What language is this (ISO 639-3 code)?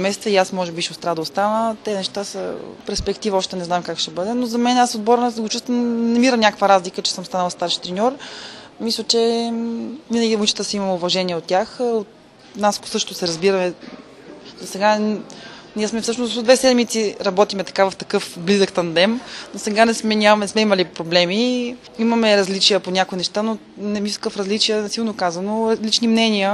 bul